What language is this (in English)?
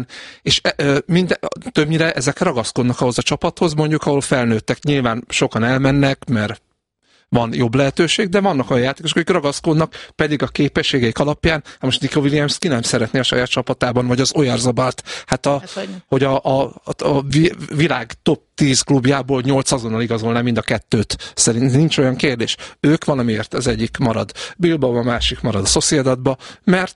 Hungarian